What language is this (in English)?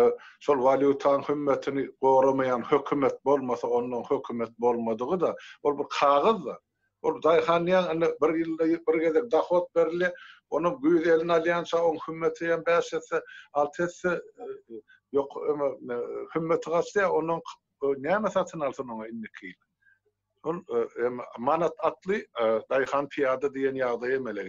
Turkmen